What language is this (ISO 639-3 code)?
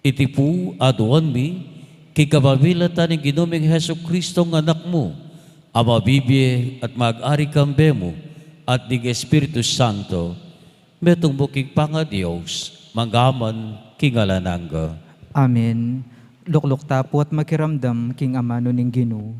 pam